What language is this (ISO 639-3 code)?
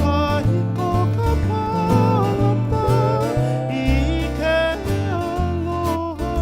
haw